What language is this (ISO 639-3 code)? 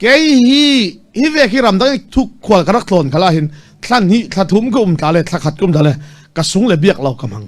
cfm